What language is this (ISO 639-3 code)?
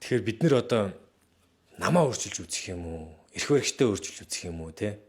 mon